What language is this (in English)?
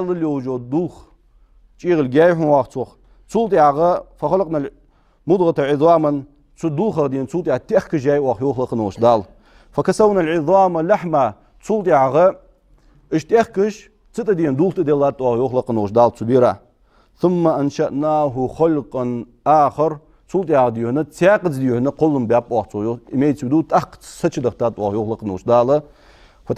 Ingush